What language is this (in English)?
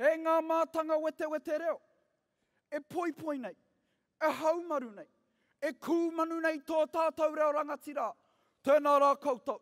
Māori